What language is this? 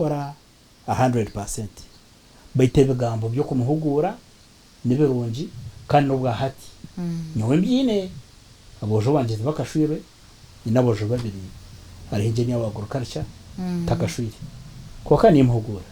Nyankole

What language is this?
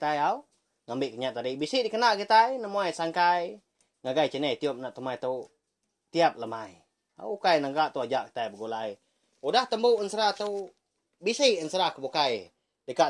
Iban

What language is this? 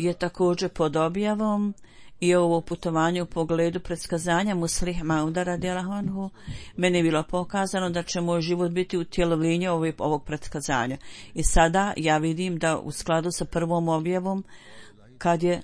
Bosnian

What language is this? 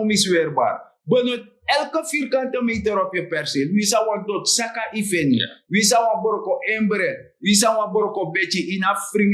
Sranan Tongo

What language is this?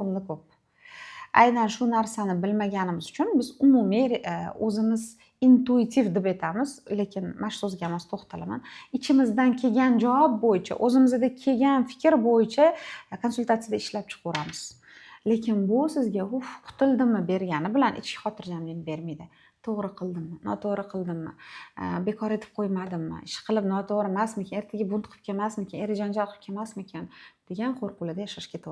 Uzbek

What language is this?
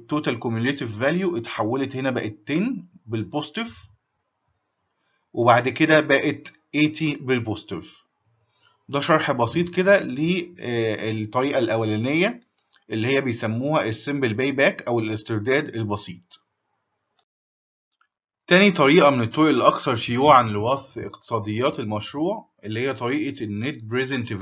Egyptian Arabic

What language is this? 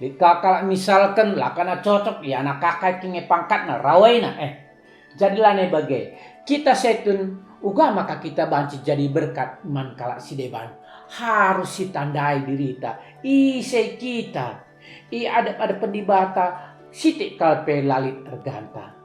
Batak Karo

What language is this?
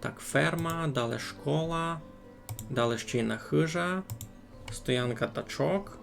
Rusyn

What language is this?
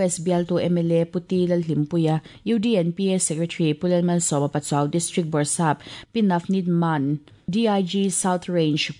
Mizo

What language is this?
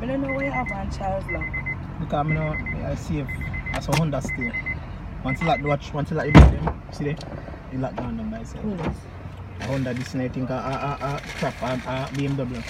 Jamaican Creole English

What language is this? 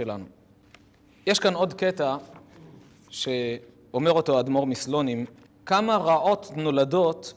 Hebrew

